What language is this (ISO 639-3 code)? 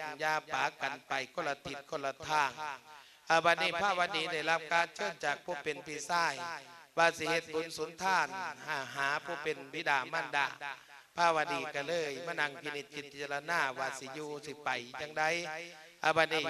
lao